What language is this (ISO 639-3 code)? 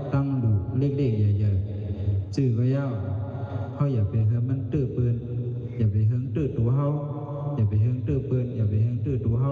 shn